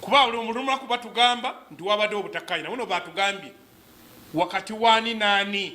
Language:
Ganda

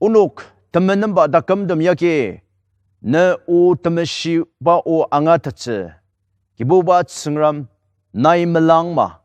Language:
Ao Naga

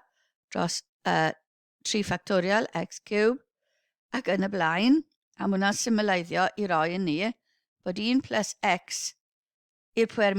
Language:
Welsh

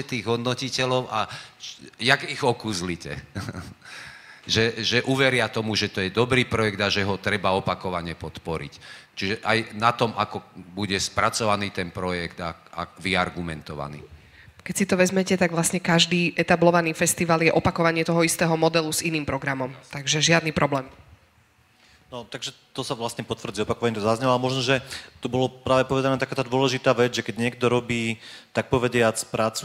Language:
Slovak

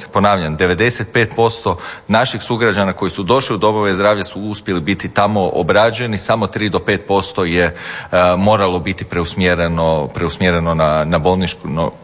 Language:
Croatian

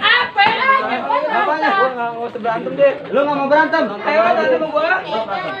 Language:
Betawi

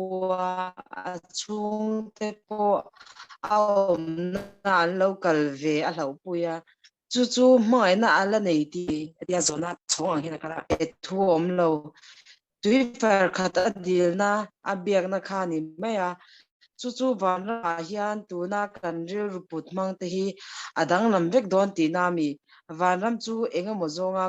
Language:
Mizo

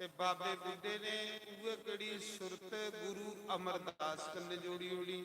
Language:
Dogri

